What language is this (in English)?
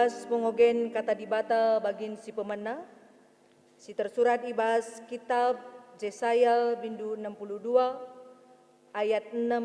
Batak Karo